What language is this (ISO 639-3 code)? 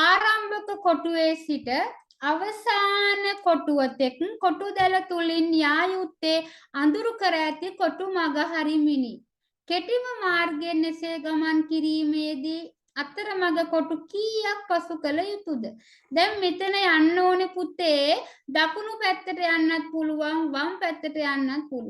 sin